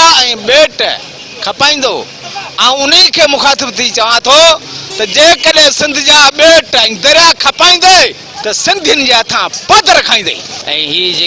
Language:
Sindhi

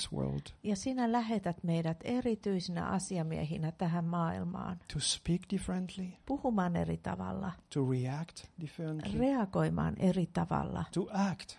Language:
Finnish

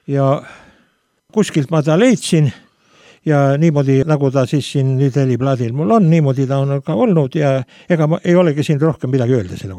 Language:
Estonian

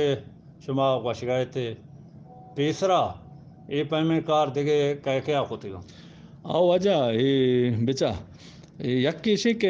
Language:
Eastern Balochi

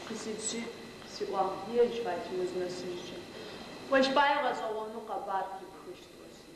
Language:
Adyghe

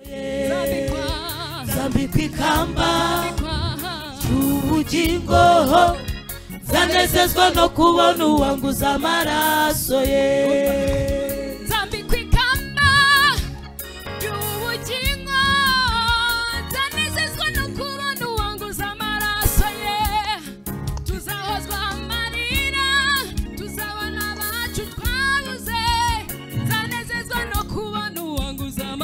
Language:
Kinyarwanda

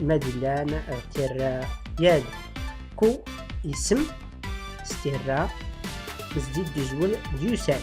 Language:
Tachelhit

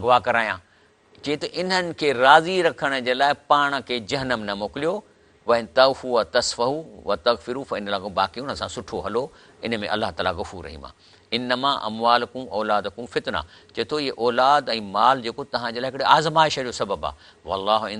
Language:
Sindhi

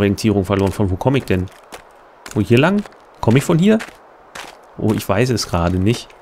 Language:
German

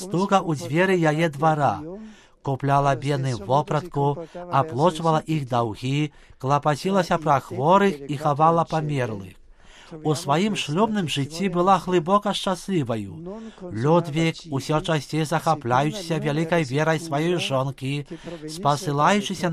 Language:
Belarusian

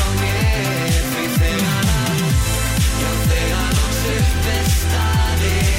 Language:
Icelandic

